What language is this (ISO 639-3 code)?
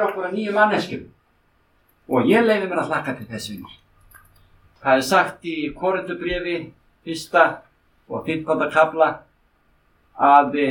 isl